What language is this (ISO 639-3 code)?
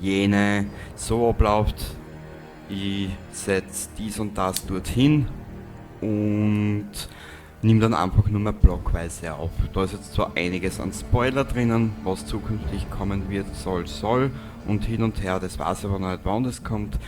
bar